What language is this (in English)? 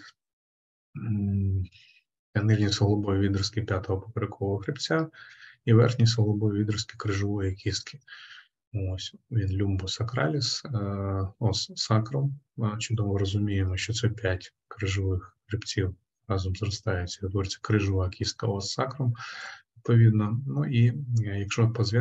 Ukrainian